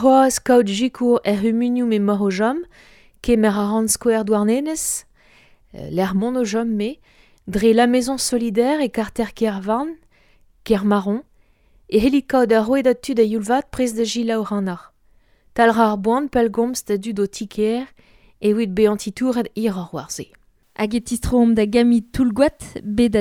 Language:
Breton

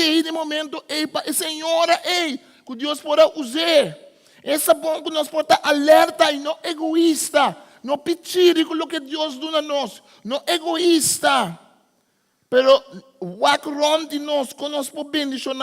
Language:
Papiamento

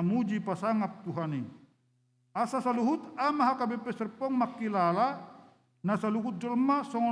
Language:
Batak Toba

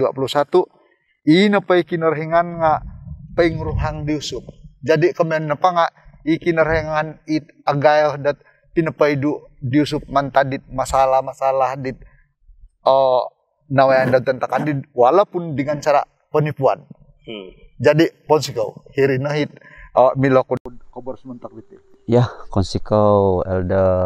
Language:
Central Dusun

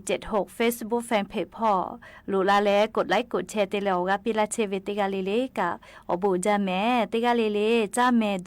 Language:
Lahu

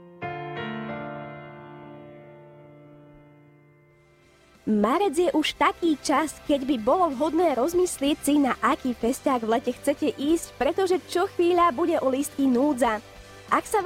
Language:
Slovak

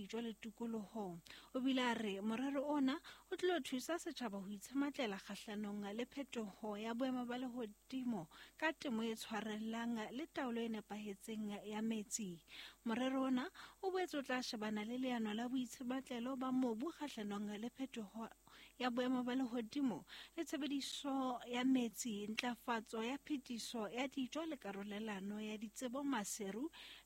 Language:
Southern Sotho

